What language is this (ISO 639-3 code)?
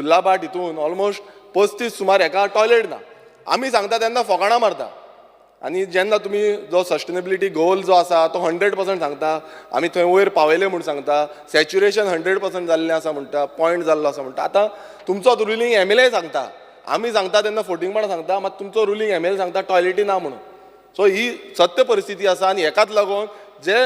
kok